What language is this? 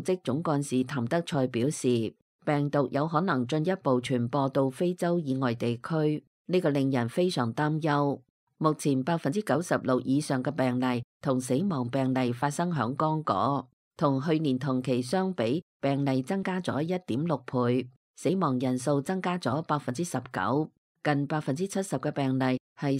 Cantonese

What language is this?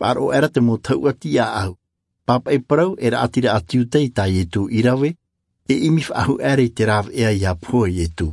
Tahitian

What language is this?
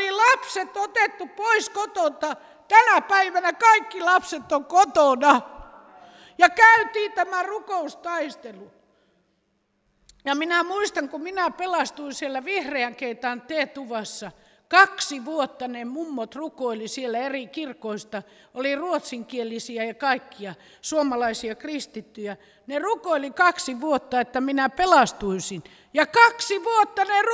Finnish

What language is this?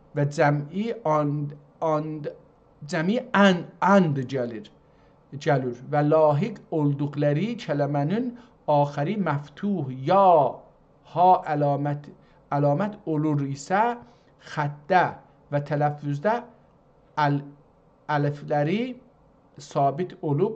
South Azerbaijani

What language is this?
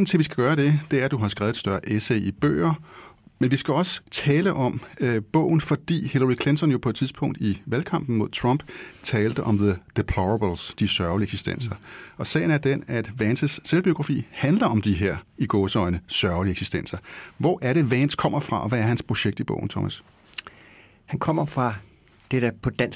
Danish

